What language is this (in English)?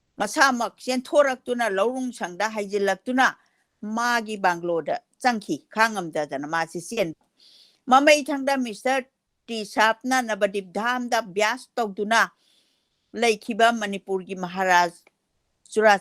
Manipuri